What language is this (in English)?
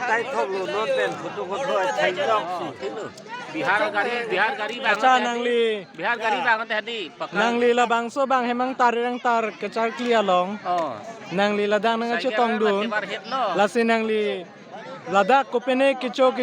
Karbi